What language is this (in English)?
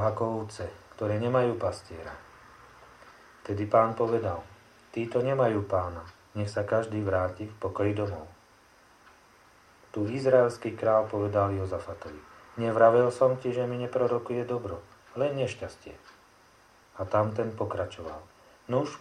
Slovak